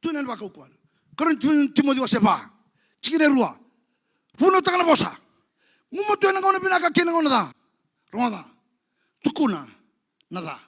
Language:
Fijian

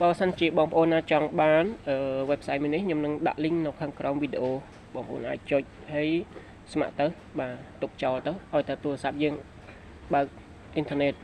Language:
Khmer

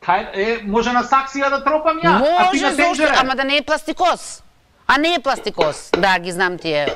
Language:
Macedonian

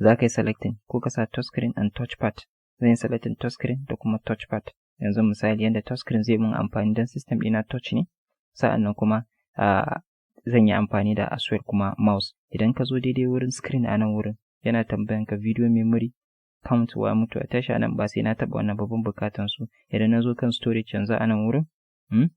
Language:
Hausa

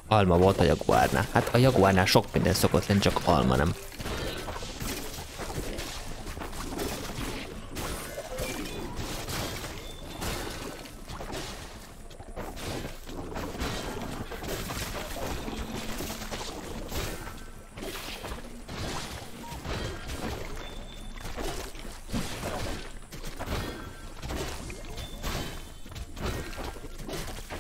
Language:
Hungarian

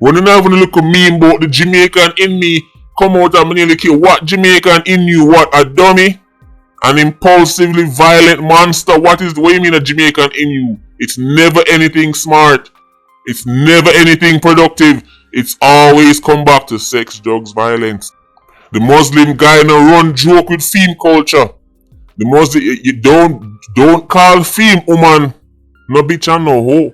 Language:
Jamaican Creole English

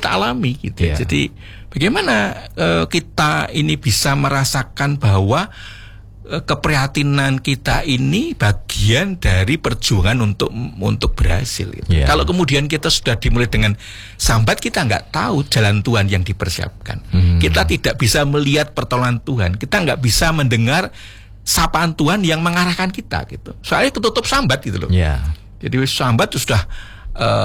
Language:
Indonesian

